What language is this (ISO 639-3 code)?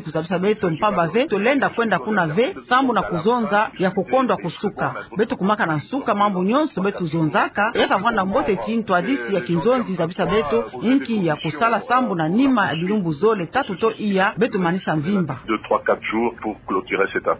ktu